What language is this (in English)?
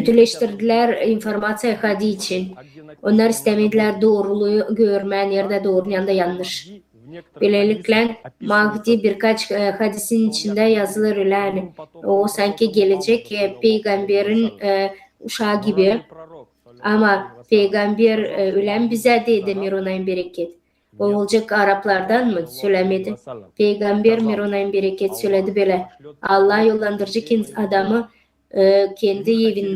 Gagauz